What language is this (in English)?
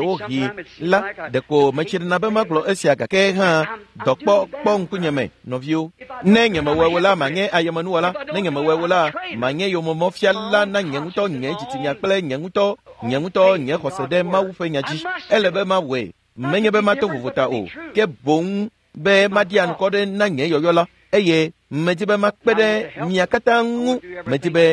Ewe